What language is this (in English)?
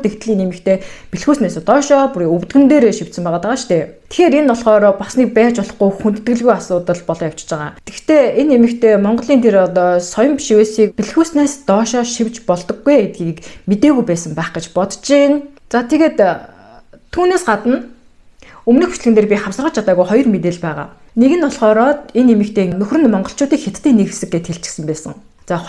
Mongolian